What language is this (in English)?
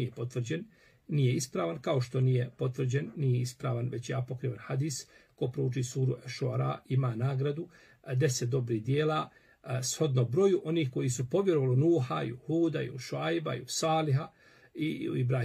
Bosnian